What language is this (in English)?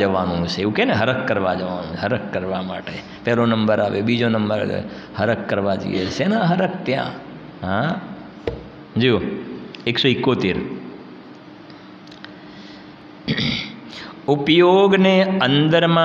Gujarati